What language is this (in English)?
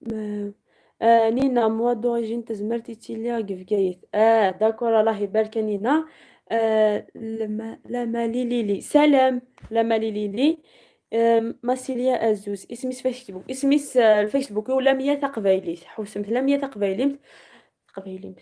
Algerian Arabic